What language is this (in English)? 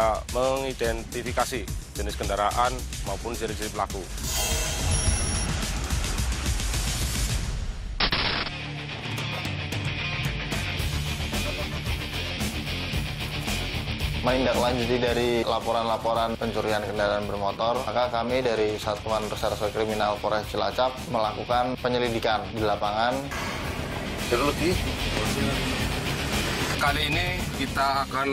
Indonesian